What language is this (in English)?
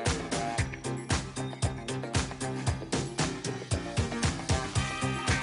English